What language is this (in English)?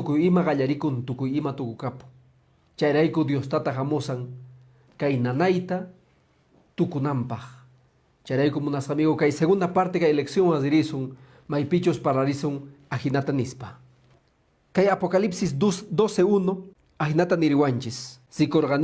Quechua